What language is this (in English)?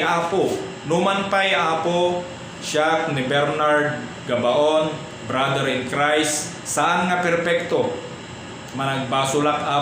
Iloko